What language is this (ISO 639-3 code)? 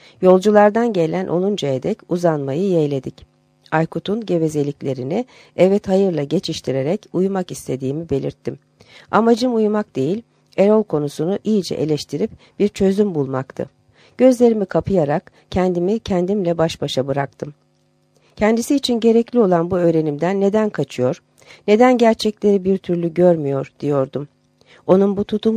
tur